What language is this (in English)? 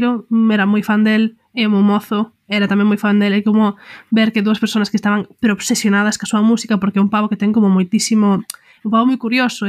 Galician